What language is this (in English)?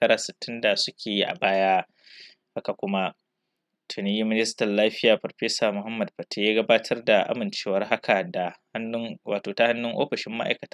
Hausa